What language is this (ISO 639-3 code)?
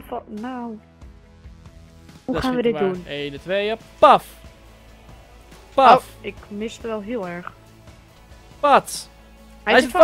nld